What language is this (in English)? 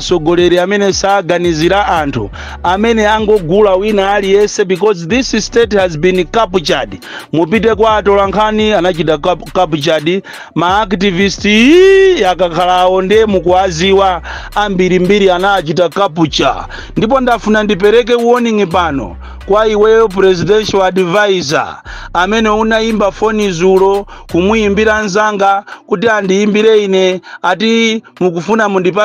Nyanja